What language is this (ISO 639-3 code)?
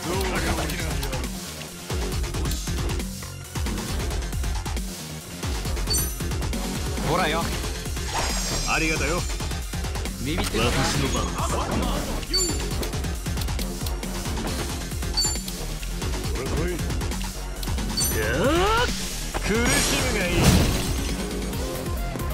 jpn